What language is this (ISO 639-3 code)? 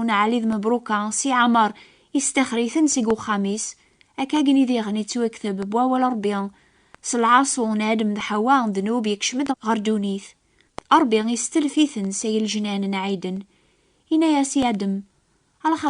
kab